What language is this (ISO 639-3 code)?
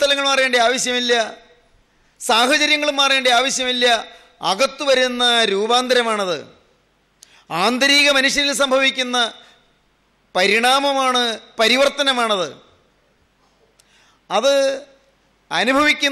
mal